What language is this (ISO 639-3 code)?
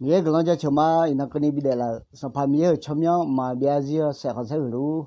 ahk